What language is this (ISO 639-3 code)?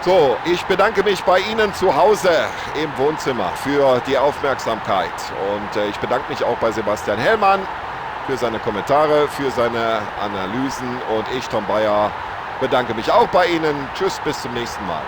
bar